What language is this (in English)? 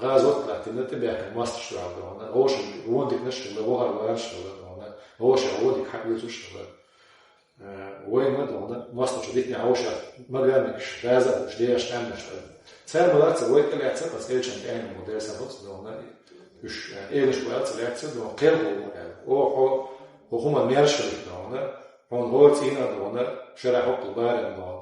Chechen